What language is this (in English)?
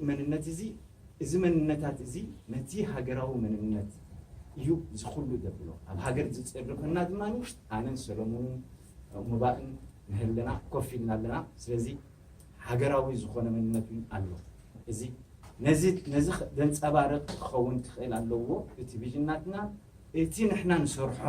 Tigrinya